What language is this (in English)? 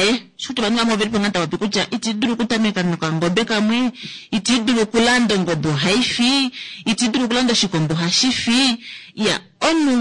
Kuanyama